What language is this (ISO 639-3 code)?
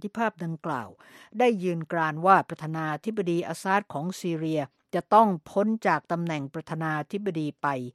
tha